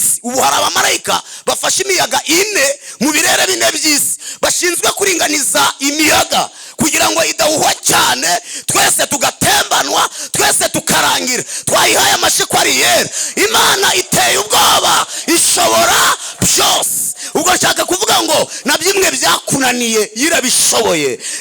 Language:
Kinyarwanda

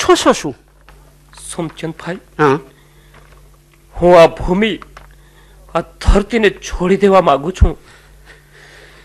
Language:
Gujarati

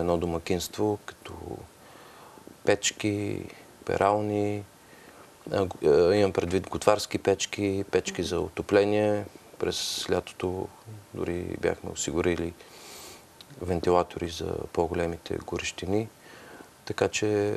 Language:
Bulgarian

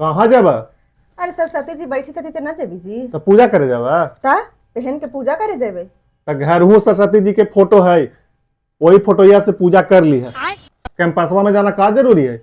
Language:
Magahi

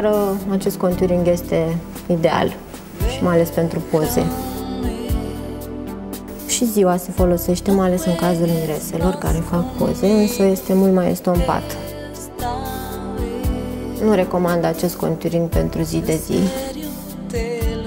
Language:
Romanian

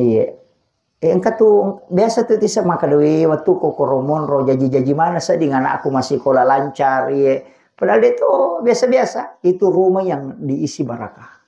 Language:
Buginese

